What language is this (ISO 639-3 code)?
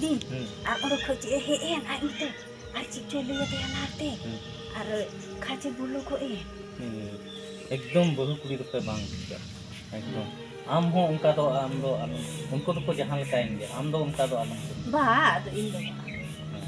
sat